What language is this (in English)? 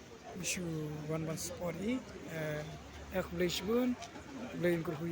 Khasi